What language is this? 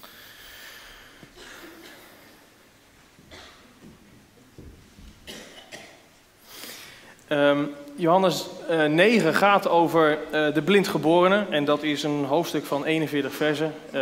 Dutch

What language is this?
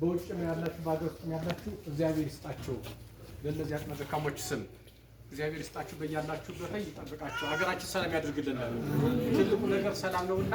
Amharic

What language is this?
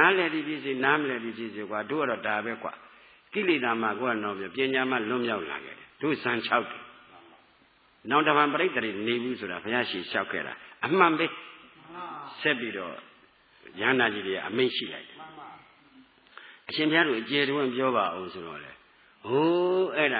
Burmese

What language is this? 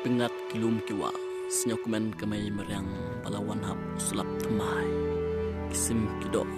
Khasi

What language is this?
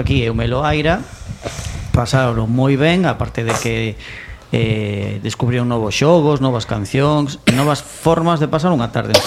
Galician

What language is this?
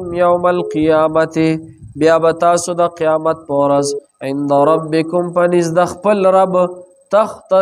Pashto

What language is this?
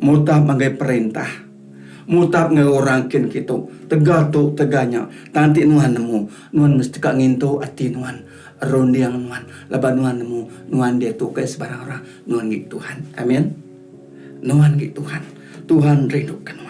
Iban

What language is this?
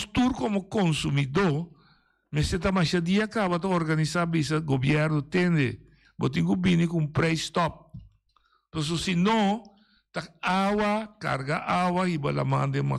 Papiamento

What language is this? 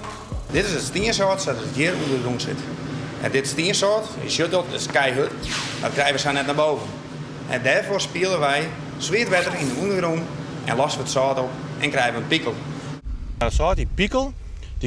Western Frisian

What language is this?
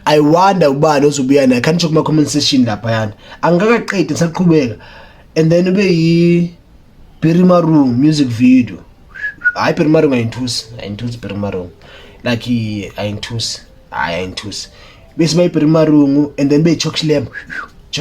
Zulu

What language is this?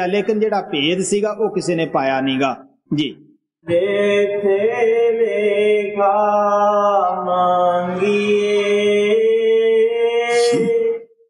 Punjabi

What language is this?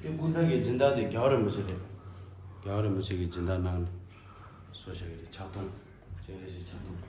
Tibetan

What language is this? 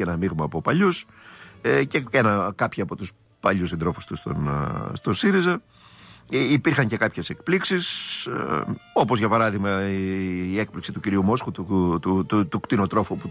Greek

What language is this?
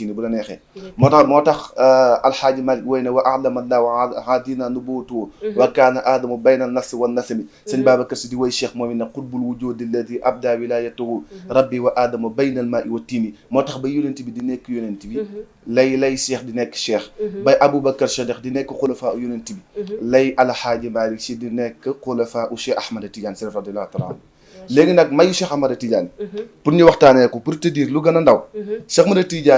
Wolof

